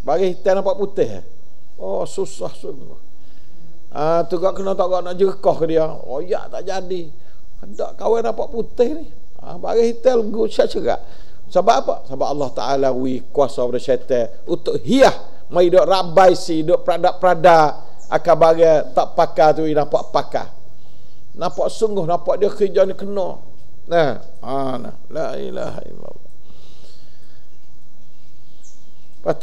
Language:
Malay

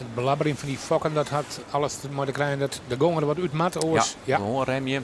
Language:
Western Frisian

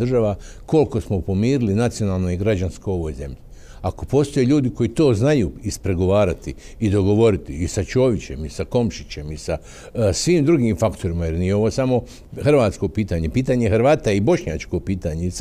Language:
Bosnian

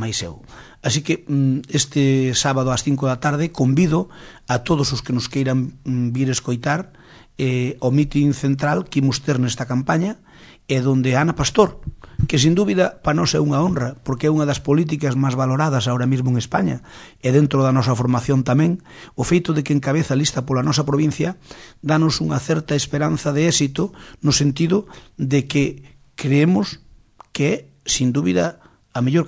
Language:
Galician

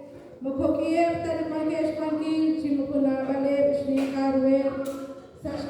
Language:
Kekchí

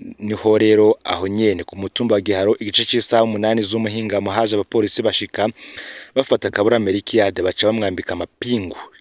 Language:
Rundi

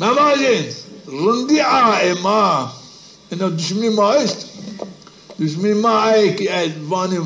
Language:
Zaza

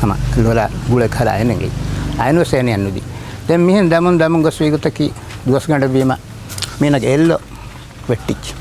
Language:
Divehi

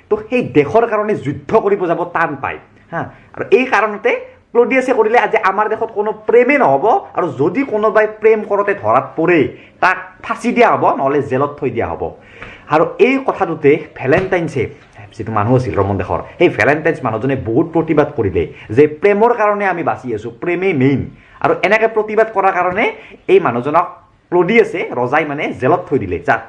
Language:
Assamese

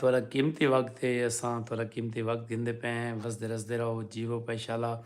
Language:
Saraiki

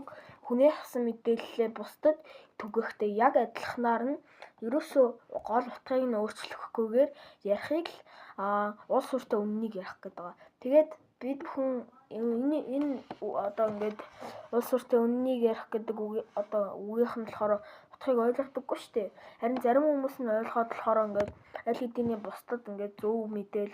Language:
Mongolian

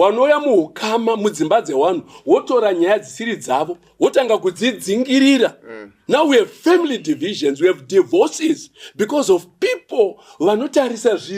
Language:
Shona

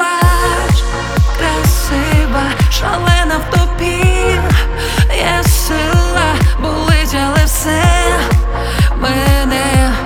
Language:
Ukrainian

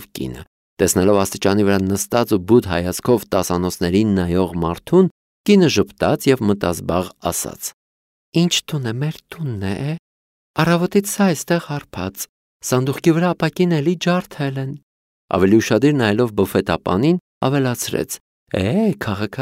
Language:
Armenian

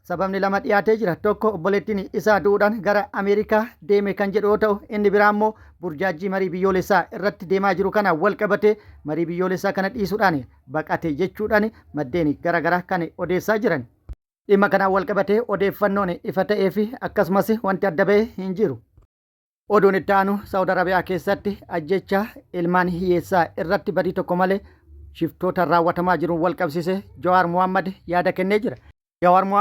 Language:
Oromo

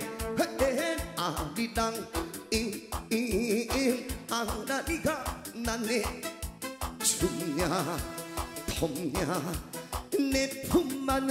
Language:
Korean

